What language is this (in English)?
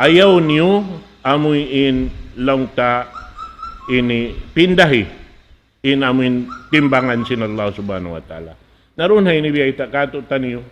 Tausug